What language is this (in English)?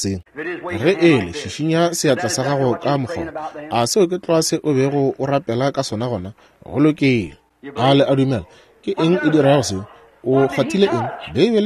Northern Sotho